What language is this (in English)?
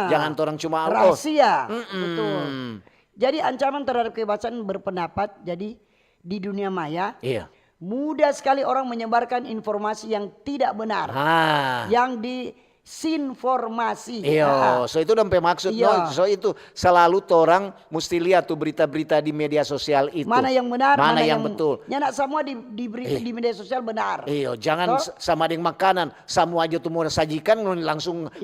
Manado Malay